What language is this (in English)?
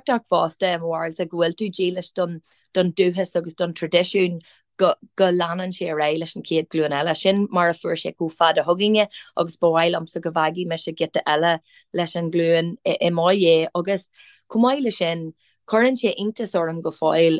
Irish